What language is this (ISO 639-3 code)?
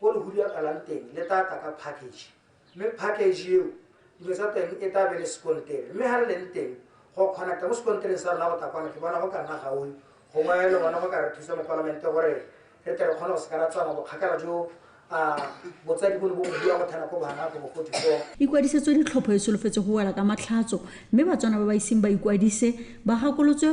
tsn